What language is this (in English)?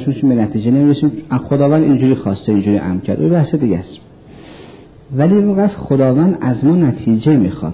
Persian